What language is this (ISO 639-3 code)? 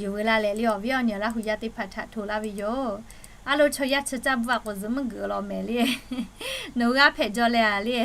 lhu